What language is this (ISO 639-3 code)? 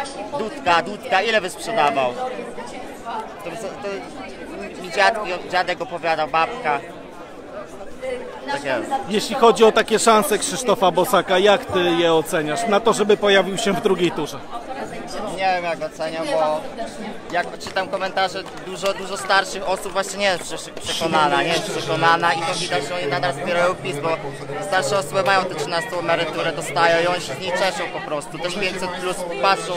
pol